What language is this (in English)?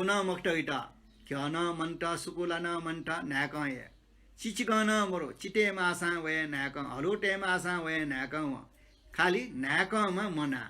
Newari